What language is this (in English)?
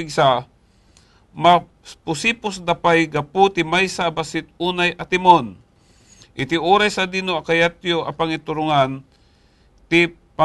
Iloko